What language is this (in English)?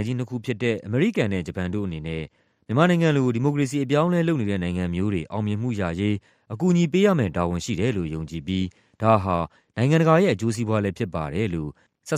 Burmese